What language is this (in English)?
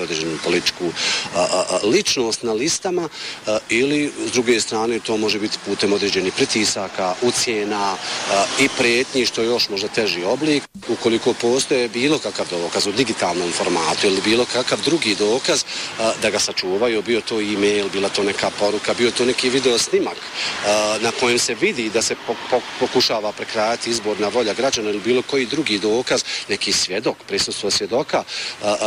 Bosnian